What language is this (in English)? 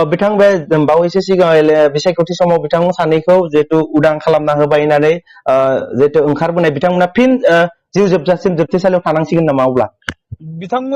Bodo